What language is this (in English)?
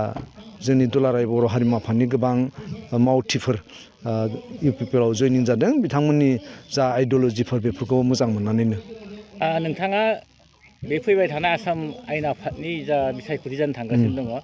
Bodo